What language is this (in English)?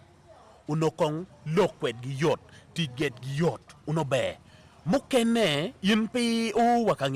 Acoli